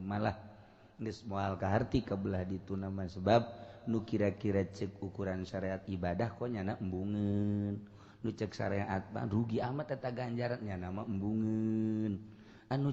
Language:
Sundanese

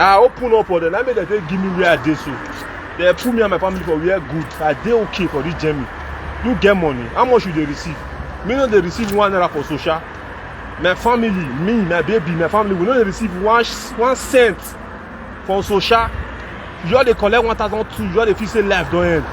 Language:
Nigerian Pidgin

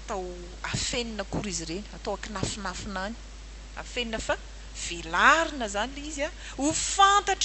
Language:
Malagasy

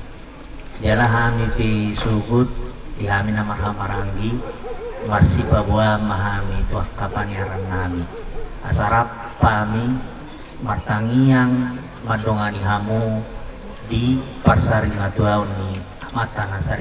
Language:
Batak Toba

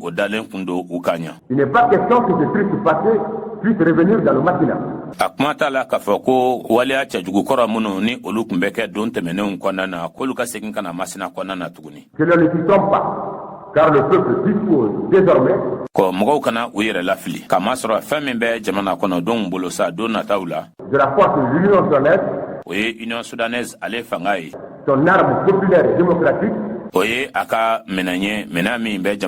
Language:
Bambara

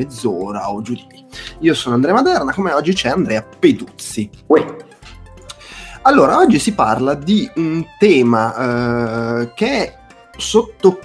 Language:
Italian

